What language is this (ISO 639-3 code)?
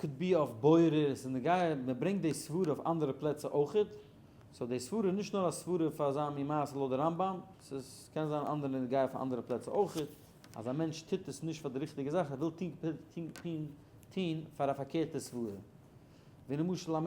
yid